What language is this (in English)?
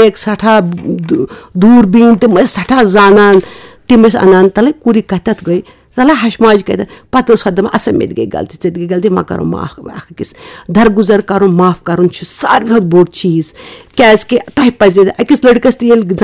Kashmiri